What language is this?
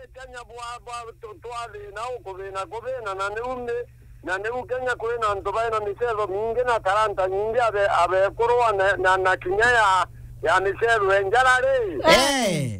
Meru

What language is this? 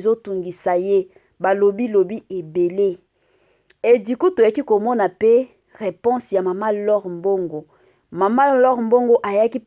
Lingala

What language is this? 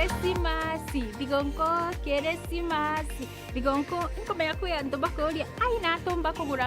Meru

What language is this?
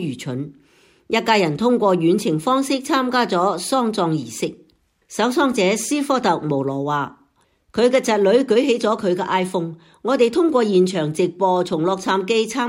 Cantonese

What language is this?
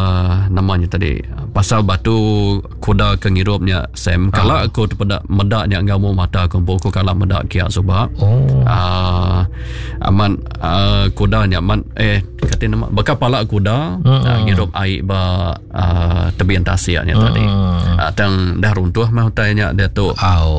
Iban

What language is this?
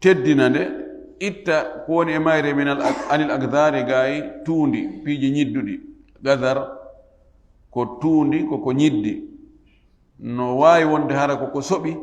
Fula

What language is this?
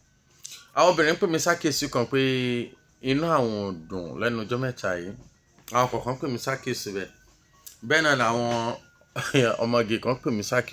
Yoruba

